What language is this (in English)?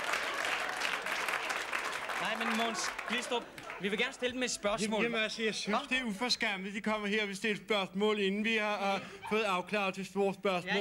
Danish